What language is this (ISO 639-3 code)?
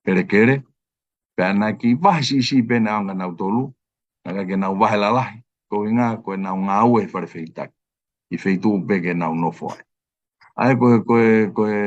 ton